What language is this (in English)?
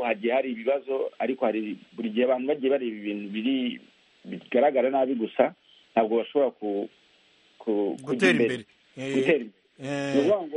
Kinyarwanda